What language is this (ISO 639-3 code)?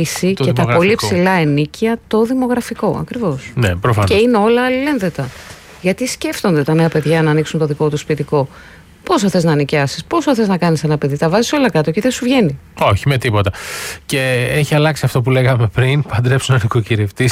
ell